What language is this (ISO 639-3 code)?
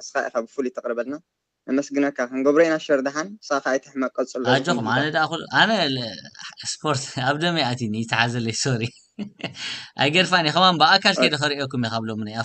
tir